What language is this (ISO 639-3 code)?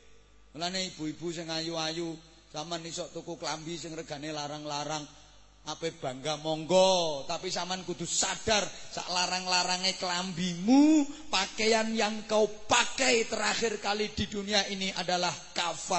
jav